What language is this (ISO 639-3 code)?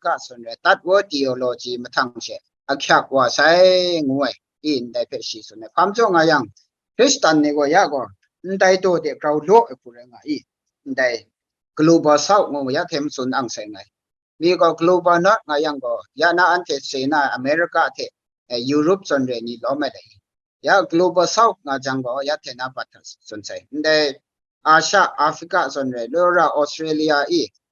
kac